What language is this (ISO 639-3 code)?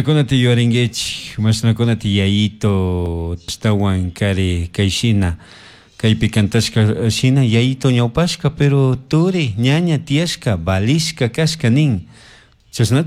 qug